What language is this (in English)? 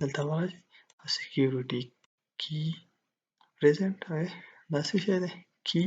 Pashto